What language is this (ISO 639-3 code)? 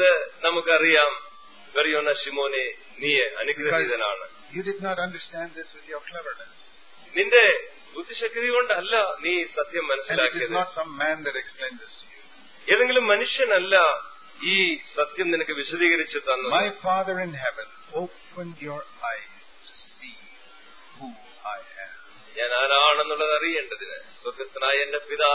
mal